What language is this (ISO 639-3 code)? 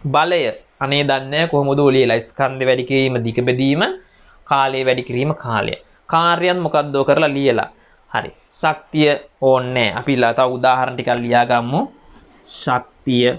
sin